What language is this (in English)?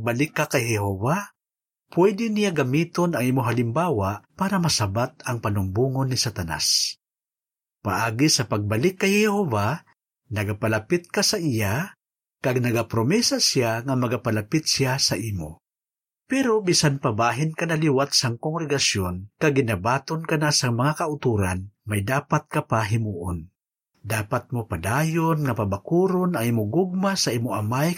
Hiligaynon